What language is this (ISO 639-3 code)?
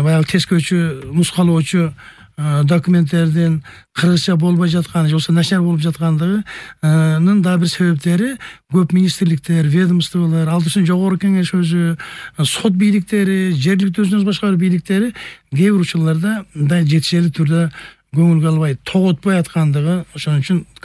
kir